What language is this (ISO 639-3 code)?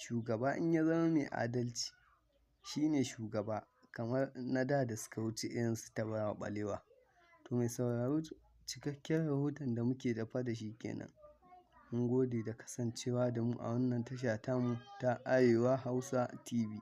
hau